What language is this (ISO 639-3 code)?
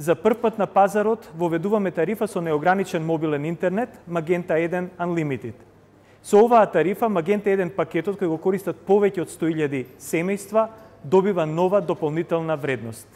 mkd